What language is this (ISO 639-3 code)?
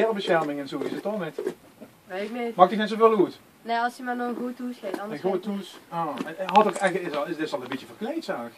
lim